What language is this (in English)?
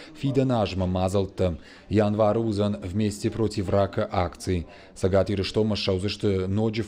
Ossetic